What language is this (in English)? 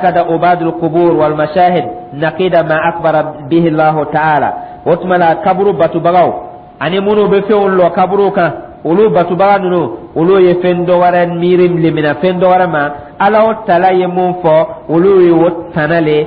Dyula